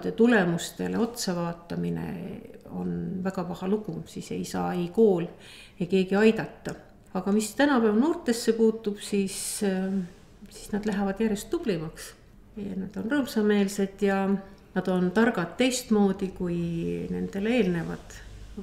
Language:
Estonian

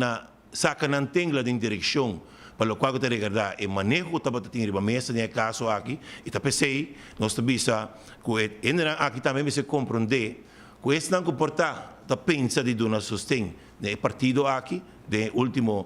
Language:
Papiamento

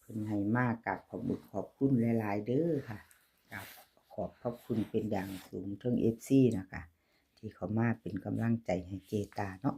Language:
Northeastern Thai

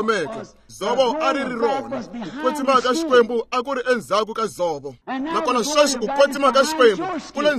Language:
Tsonga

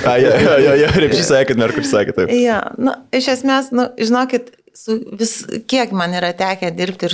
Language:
Lithuanian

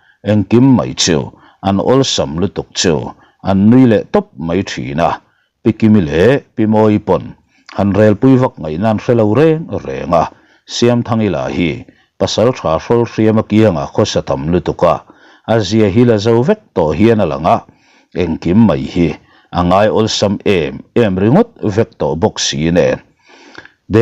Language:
Mizo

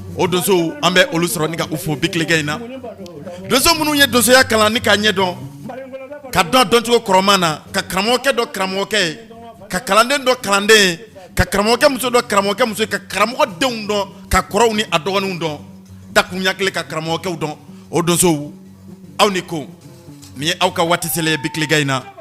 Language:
Bambara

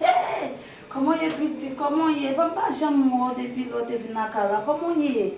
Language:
Haitian Creole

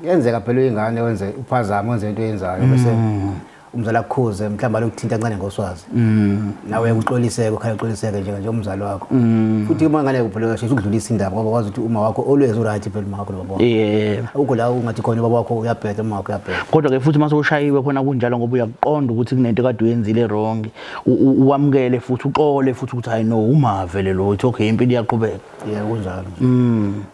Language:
Zulu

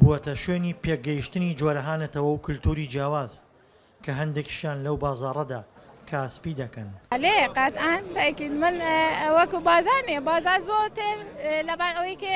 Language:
Central Kurdish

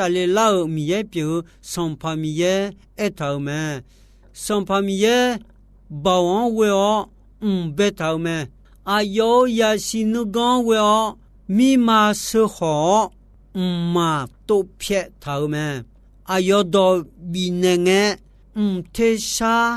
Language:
Akha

